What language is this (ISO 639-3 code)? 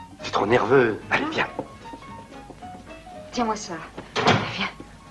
fra